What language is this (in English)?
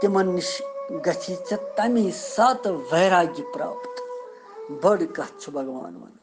Kashmiri